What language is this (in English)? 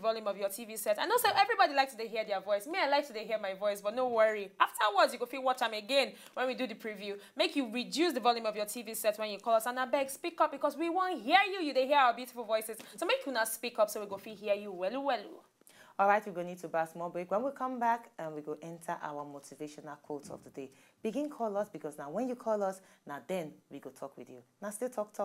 Nigerian Pidgin